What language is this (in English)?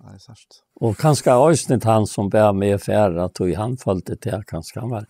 Faroese